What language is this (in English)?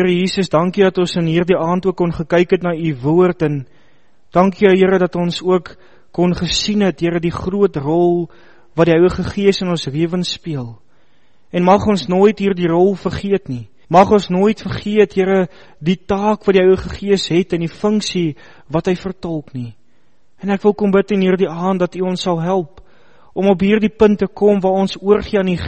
Afrikaans